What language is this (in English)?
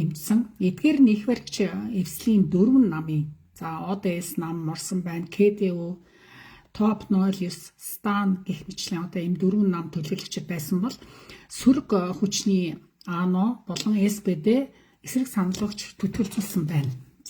Mongolian